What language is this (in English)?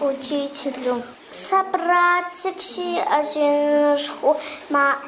Kabardian